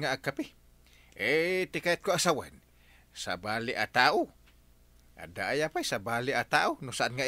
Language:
Iloko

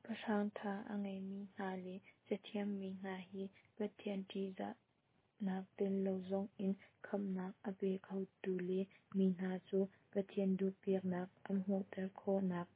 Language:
Hakha Chin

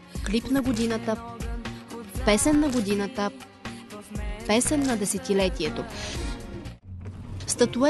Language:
Bulgarian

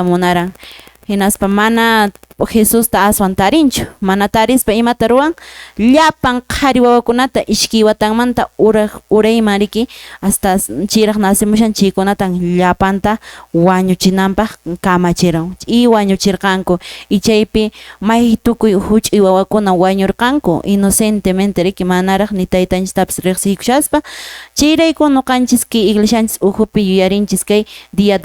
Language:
Quechua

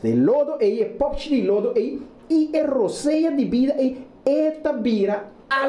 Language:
Papiamento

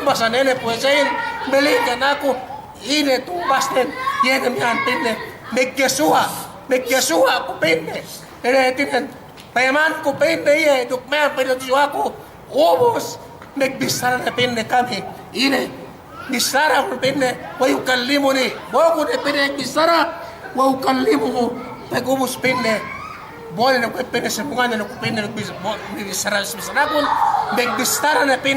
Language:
Yakan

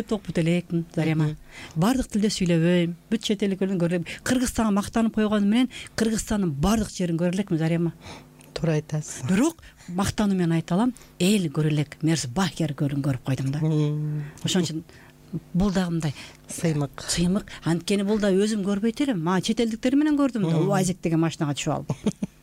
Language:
Kyrgyz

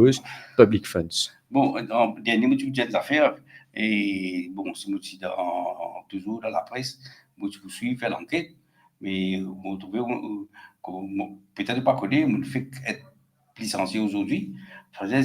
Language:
Morisyen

